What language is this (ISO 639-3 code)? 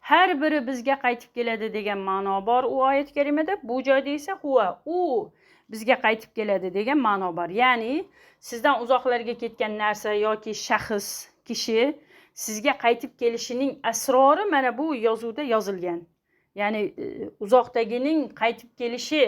uzb